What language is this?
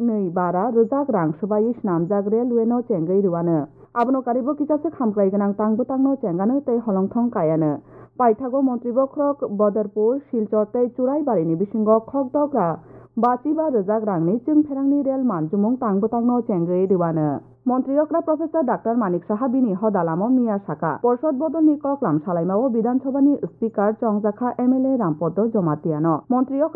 Kok Borok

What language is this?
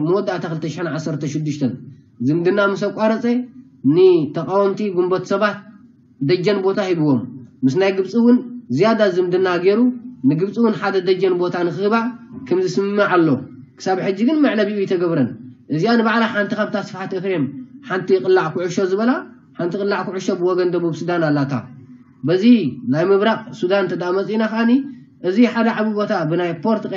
Tigrinya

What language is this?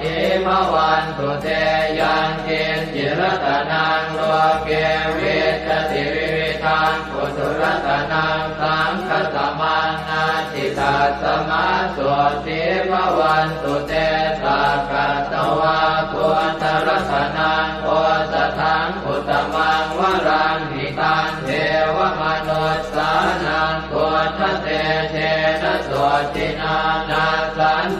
Pali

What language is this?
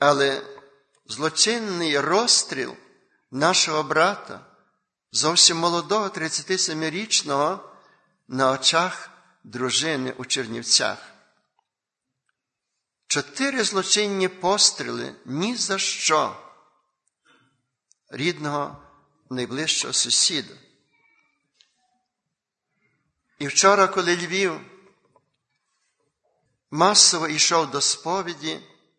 Ukrainian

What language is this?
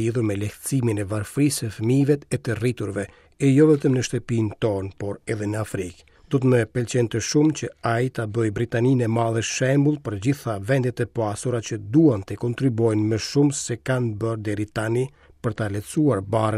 Albanian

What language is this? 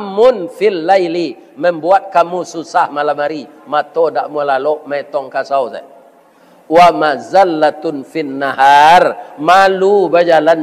Minangkabau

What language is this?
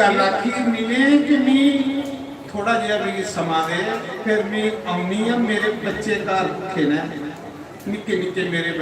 Dogri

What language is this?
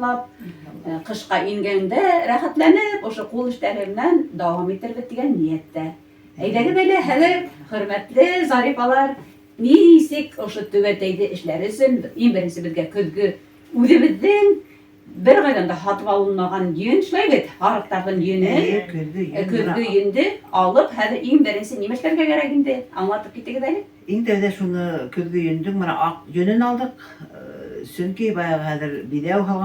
Bashkir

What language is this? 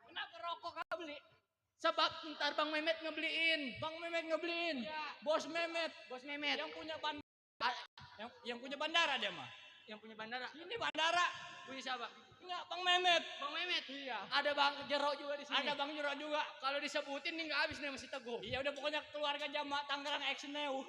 Betawi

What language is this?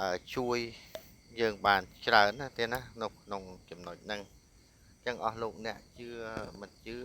Khmer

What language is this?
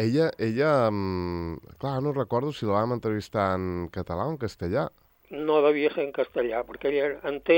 Catalan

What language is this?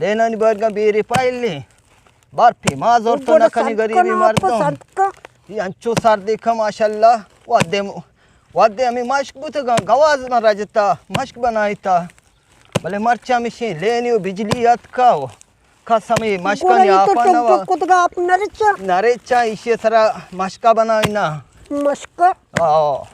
Eastern Balochi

